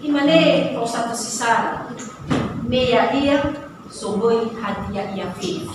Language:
Nias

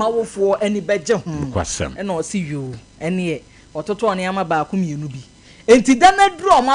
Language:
Akan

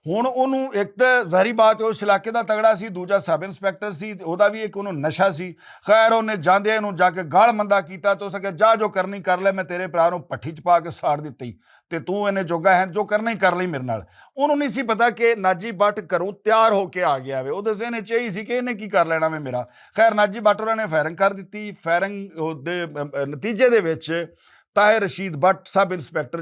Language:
Western Panjabi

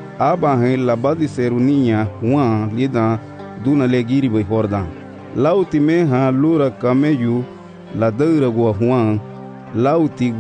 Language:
Garifuna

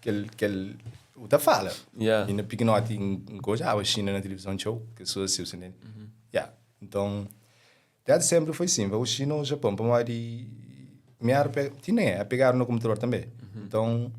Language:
Kabuverdianu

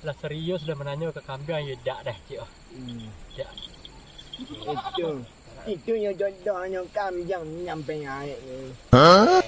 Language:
Minangkabau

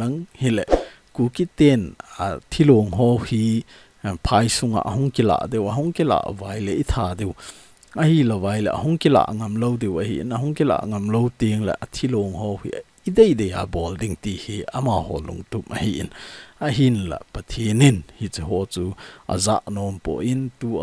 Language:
Thado Chin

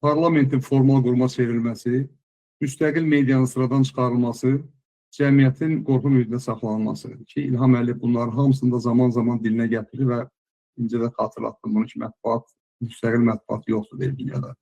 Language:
Azerbaijani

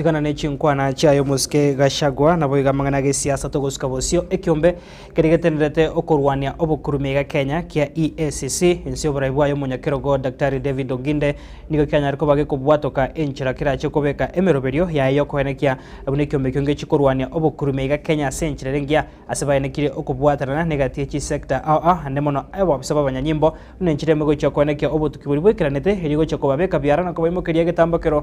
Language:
Gusii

